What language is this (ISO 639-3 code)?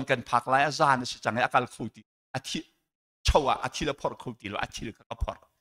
cnh